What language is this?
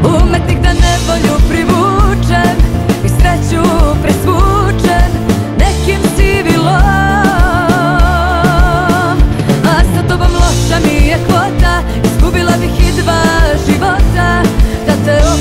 Serbian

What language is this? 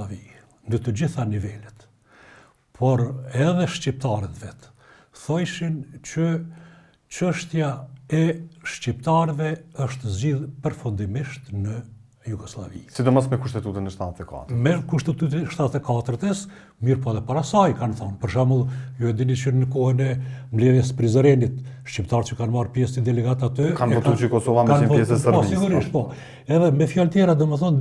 Albanian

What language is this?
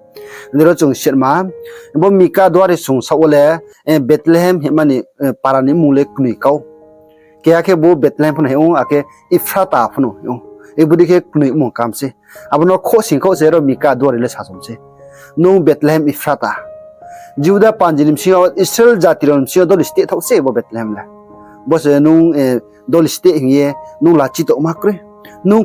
Riang (India)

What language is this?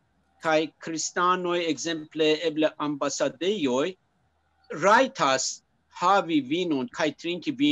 Esperanto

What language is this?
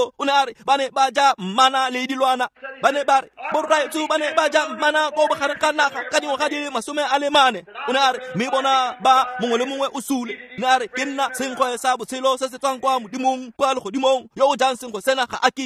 Tswana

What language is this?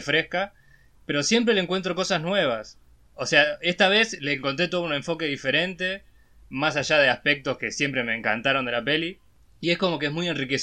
Spanish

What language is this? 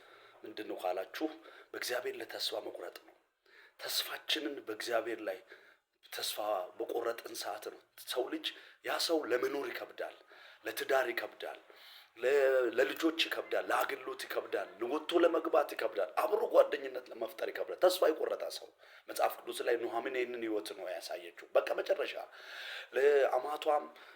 Amharic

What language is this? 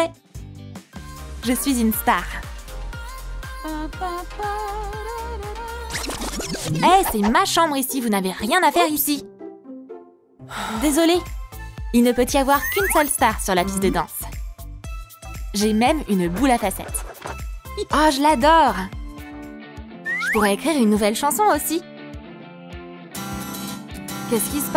French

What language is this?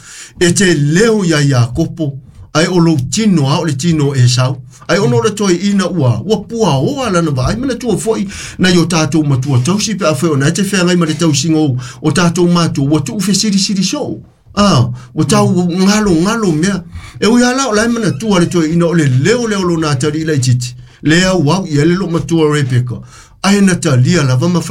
Samoan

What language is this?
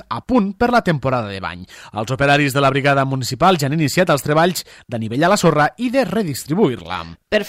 Catalan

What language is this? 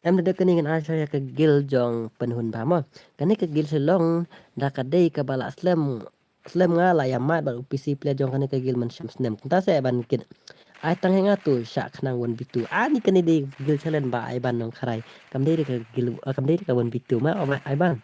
Khasi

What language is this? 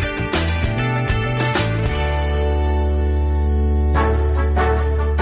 Croatian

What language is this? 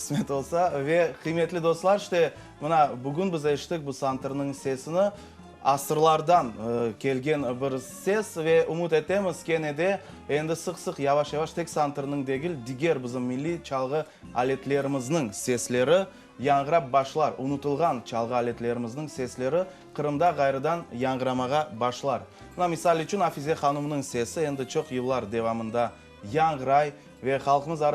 Crimean Tatar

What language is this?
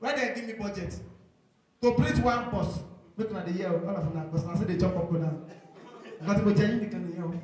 Nigerian Pidgin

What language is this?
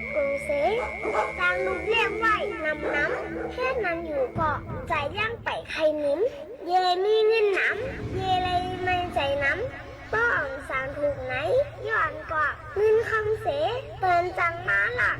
Shan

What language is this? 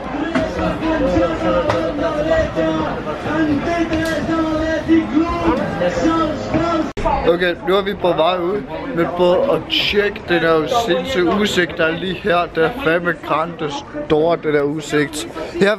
Danish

